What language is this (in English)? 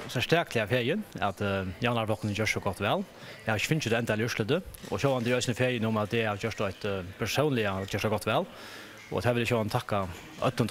Faroese